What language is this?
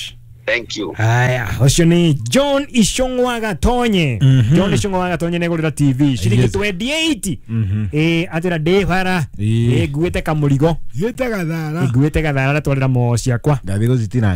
Kikuyu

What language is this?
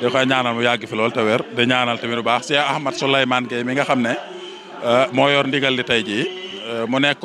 Wolof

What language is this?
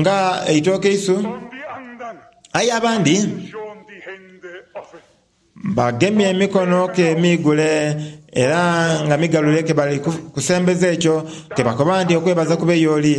Soga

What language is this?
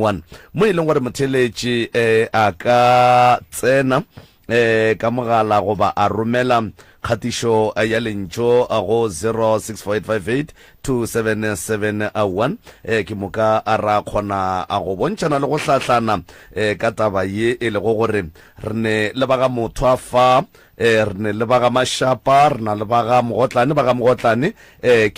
Northern Sotho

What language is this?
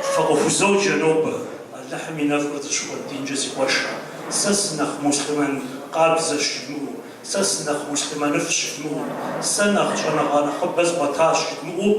Kabardian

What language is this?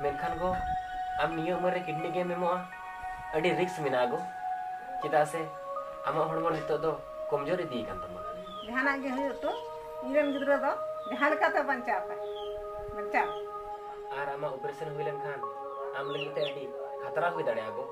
Santali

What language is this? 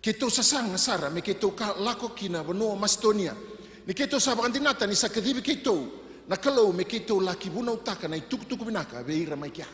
Fijian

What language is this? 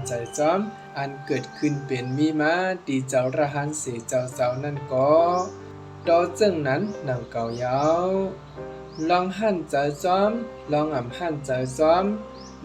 Shan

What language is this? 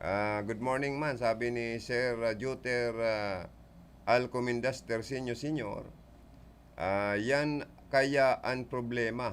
Bikol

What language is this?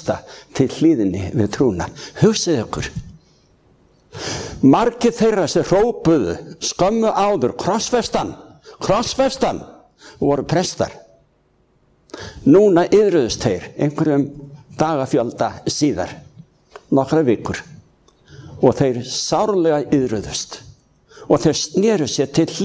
Icelandic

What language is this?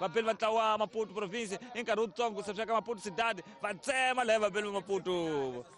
Tsonga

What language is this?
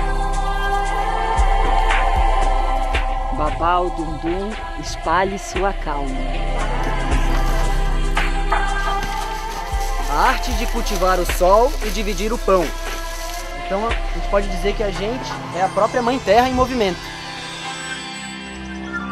Portuguese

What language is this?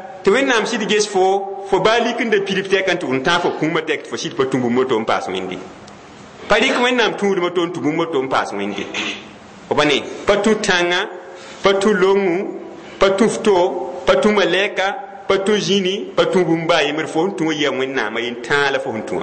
Mossi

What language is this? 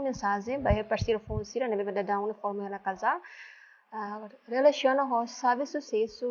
Tetum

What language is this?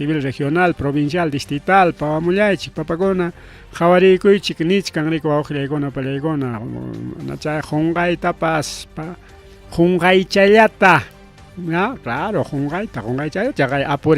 Ayacucho Quechua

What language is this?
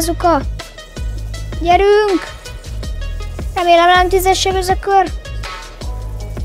Hungarian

